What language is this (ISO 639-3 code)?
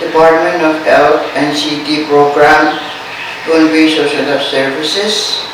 pon